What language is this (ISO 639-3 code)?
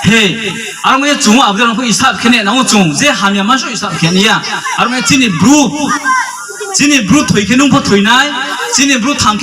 ria